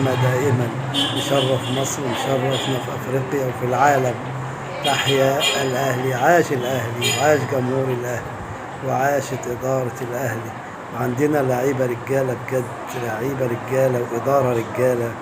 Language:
Egyptian Arabic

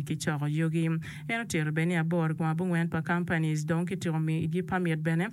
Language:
Acoli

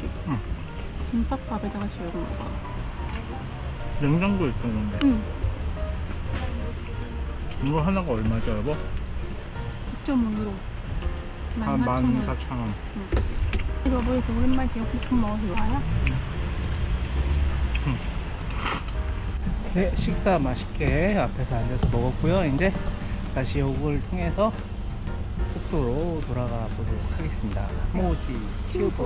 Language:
Korean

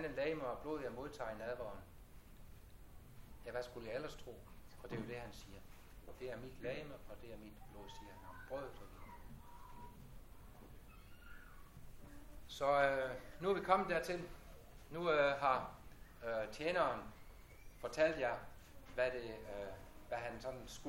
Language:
Danish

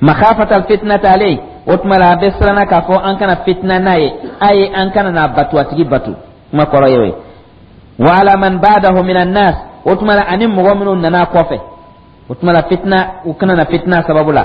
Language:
Dyula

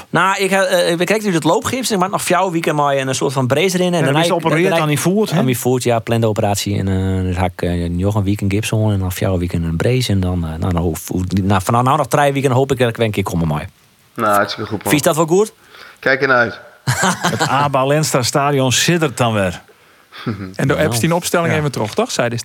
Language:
Western Frisian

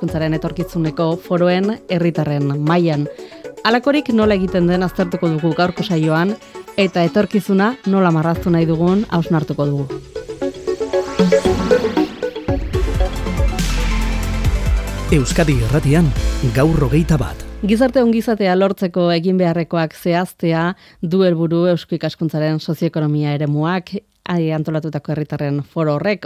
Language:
Basque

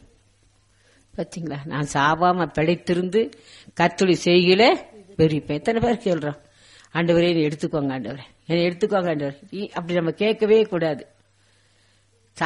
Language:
Tamil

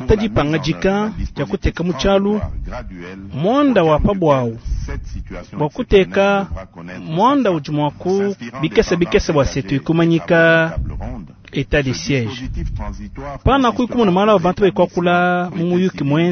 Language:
Luba-Lulua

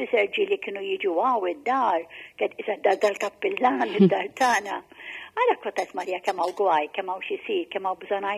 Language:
Maltese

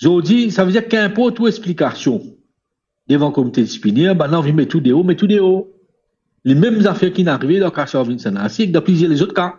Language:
Morisyen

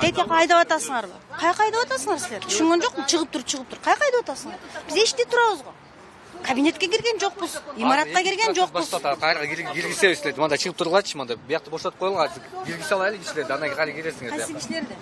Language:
Kyrgyz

